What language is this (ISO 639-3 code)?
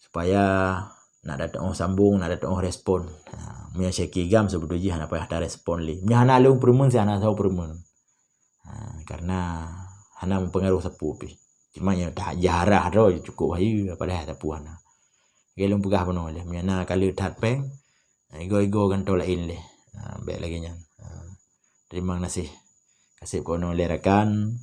ace